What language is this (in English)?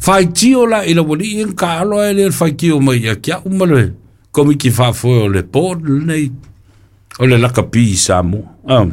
Samoan